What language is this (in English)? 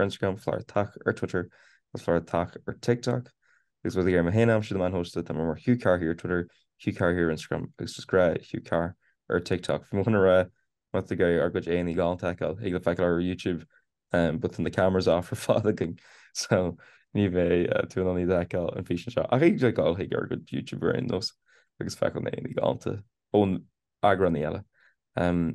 Irish